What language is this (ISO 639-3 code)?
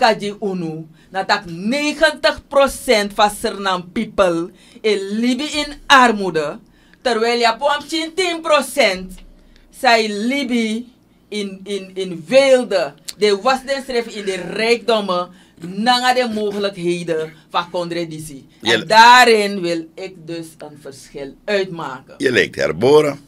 nld